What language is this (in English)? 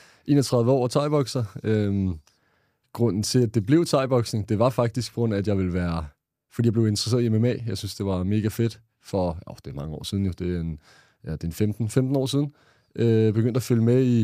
Danish